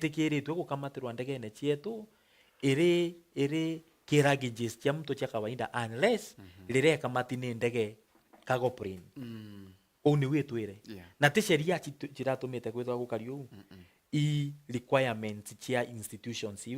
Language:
Meru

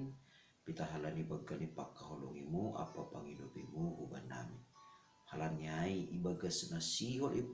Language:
Batak Simalungun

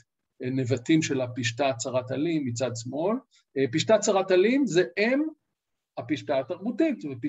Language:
Hebrew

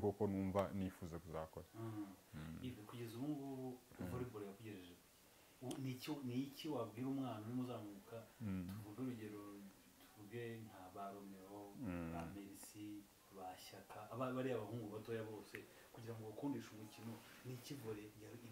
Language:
Kinyarwanda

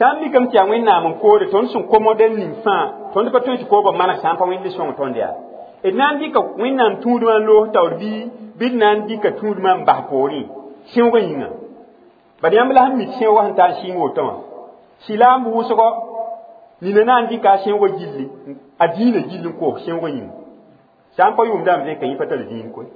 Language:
Mossi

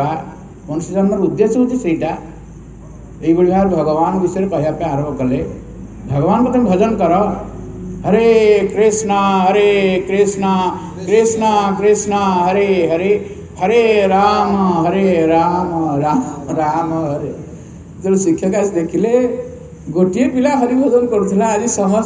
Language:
Odia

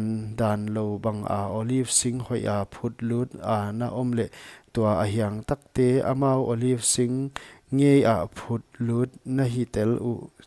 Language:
Paite Chin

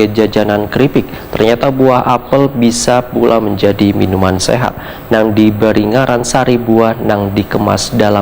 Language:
Banjar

